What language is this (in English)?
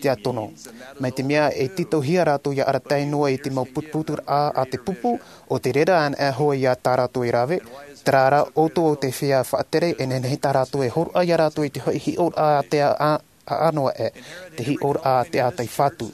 Tahitian